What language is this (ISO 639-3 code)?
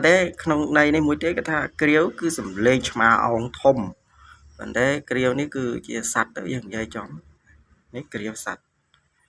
khm